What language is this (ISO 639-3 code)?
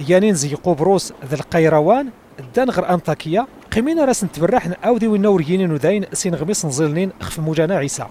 kab